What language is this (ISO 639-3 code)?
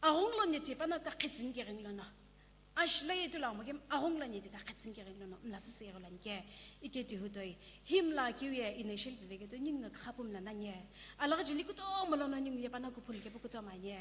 nsm